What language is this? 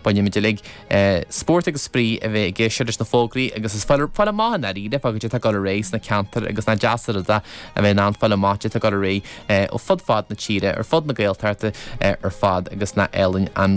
Irish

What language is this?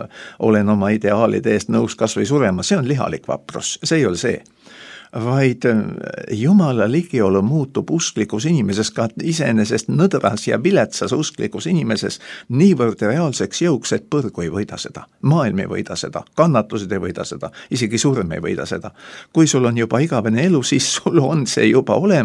Estonian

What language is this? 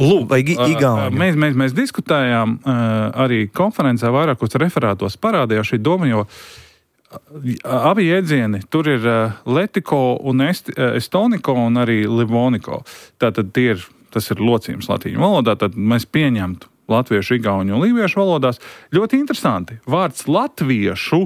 Latvian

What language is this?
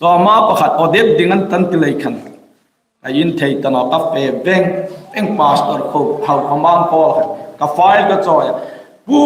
Hmar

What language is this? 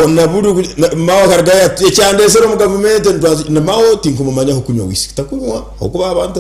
Nyankole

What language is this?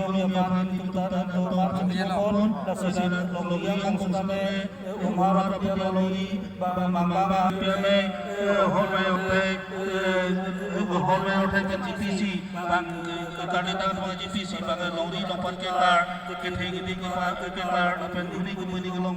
Karbi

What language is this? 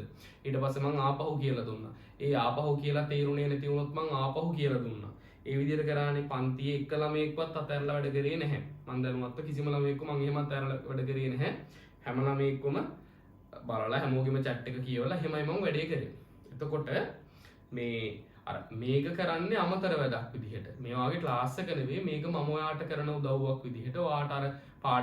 Sinhala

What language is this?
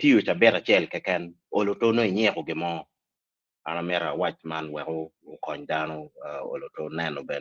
Acoli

